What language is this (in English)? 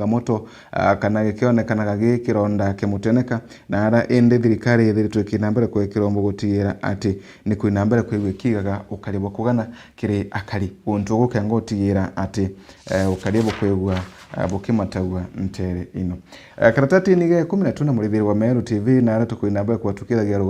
Meru